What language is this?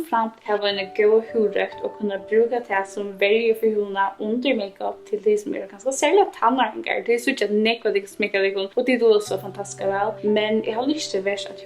Faroese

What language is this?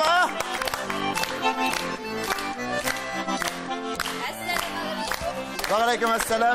Tatar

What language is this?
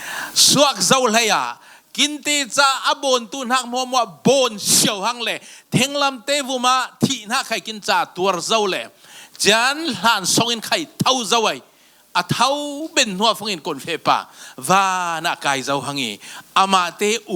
Falam Chin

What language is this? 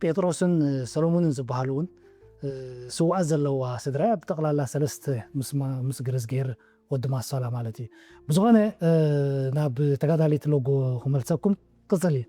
Tigrinya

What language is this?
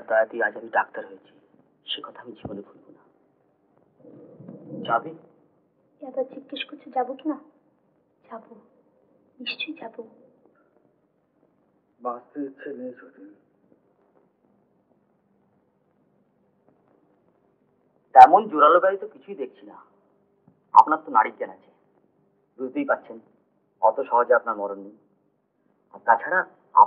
Bangla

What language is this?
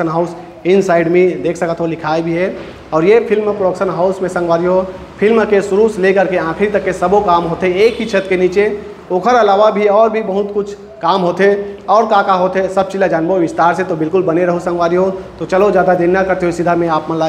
Chhattisgarhi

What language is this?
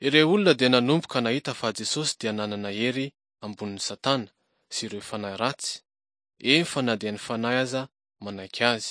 Malagasy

